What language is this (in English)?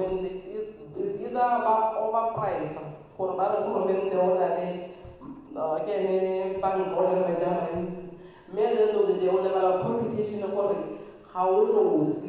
Tswana